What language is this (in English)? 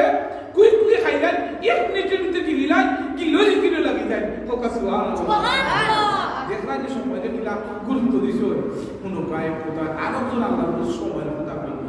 Sylheti